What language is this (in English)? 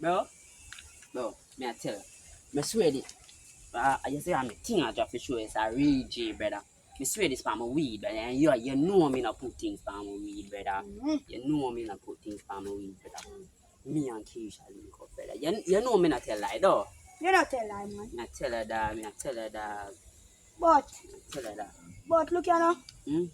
Jamaican Creole English